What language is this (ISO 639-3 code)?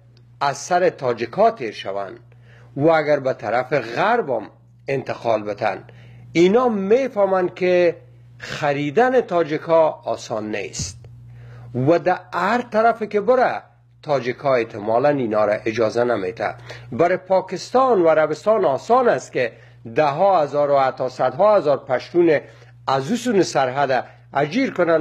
fas